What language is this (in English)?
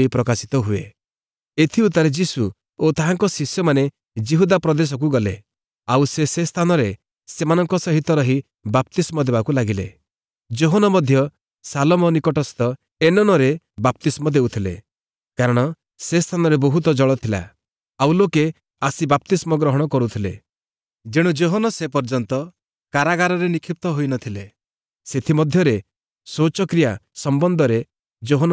Odia